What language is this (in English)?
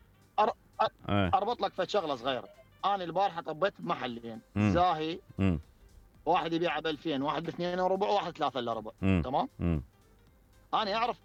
Mesopotamian Arabic